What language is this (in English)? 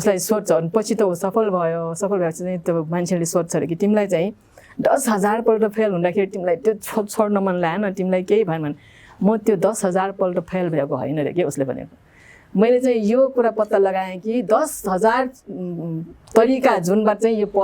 Nepali